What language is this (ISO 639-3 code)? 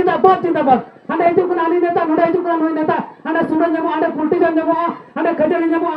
sat